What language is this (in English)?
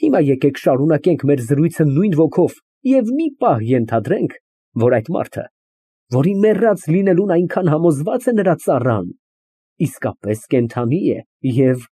Armenian